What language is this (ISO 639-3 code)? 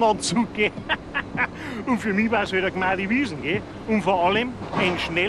bar